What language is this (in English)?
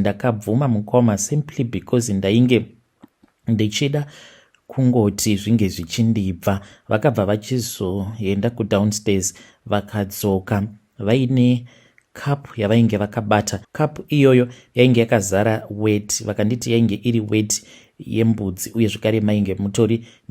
Shona